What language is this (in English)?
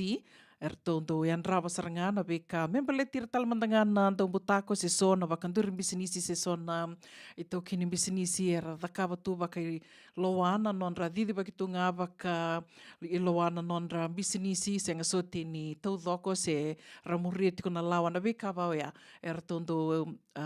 Fijian